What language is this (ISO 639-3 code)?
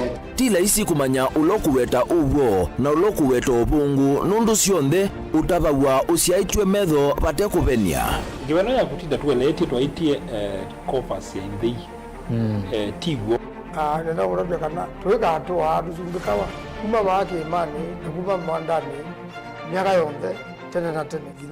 kam